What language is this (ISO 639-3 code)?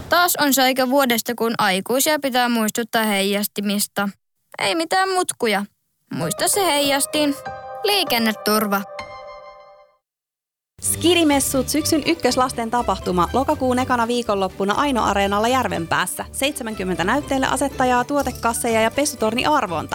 fin